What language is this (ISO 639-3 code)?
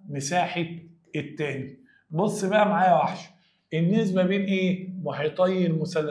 arz